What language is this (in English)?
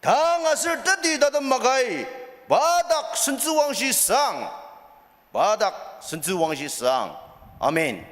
Ao Naga